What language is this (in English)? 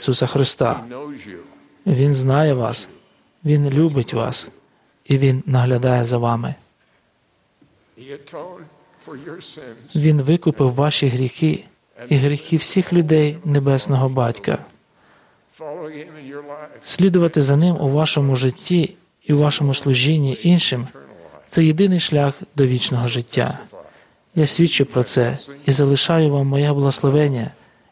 Ukrainian